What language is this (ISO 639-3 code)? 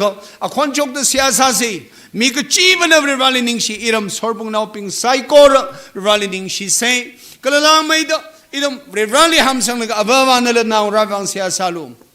nmf